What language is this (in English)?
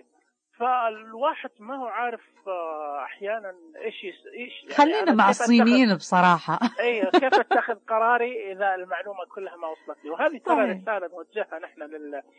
Najdi Arabic